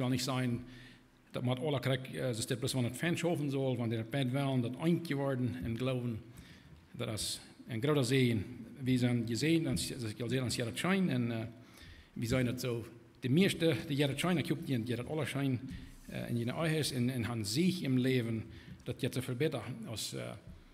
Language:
Plautdietsch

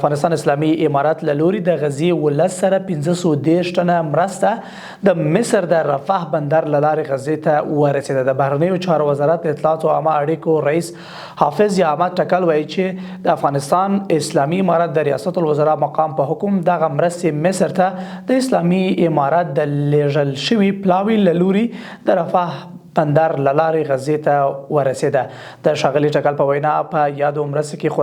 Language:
Pashto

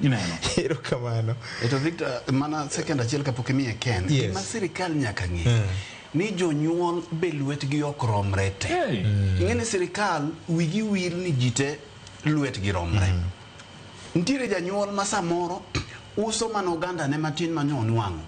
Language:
Luo (Kenya and Tanzania)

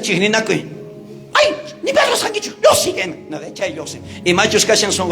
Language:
South Bolivian Quechua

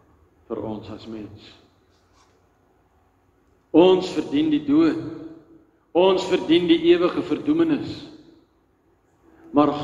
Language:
Afrikaans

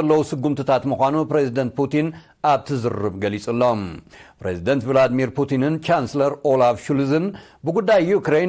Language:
Tigrinya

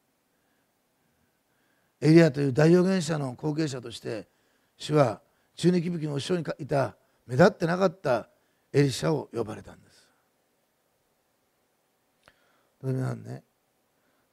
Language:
Japanese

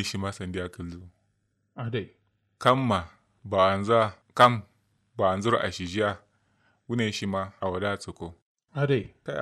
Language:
Kanuri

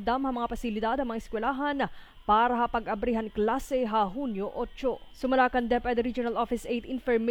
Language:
Waray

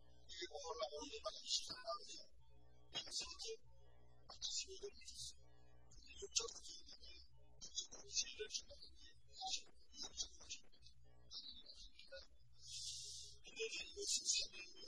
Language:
Korean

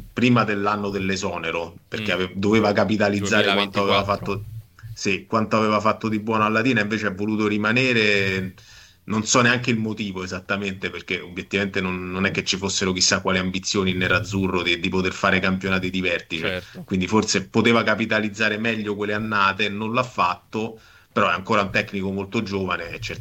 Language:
Italian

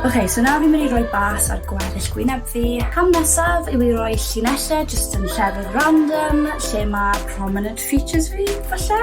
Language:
Welsh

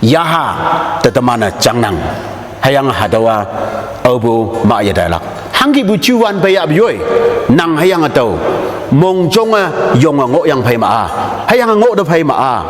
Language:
Konyak Naga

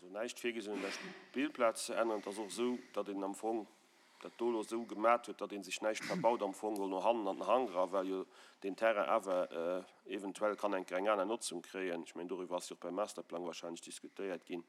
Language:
Luxembourgish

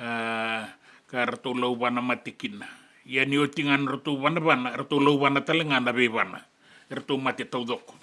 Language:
Fijian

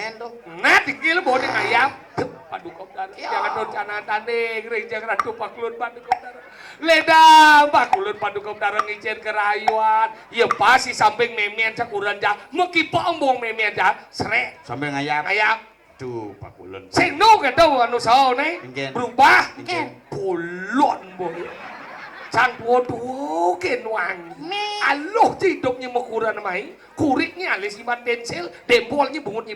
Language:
Balinese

